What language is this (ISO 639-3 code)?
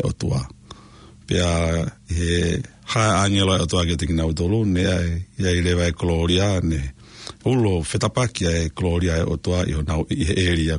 ton